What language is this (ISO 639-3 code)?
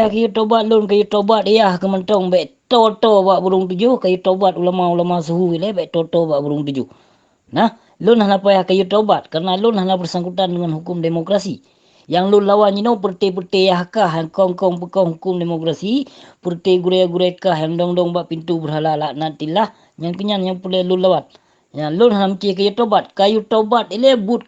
ace